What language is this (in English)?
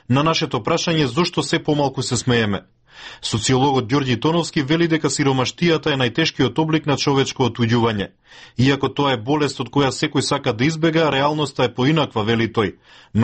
Macedonian